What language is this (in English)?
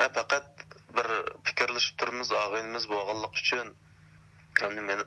Uyghur